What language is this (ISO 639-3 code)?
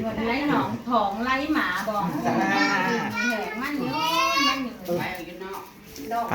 tts